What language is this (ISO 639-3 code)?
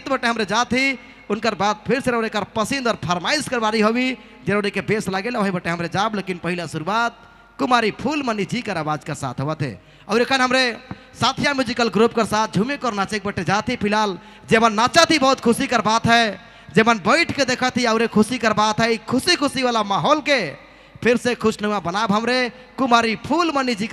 sck